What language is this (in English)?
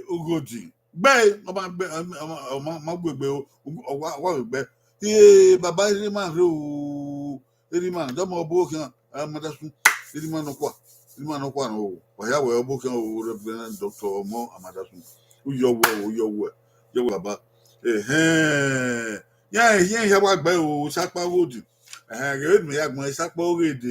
Bini